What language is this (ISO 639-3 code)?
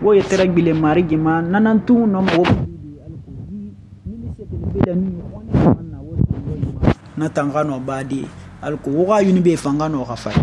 sus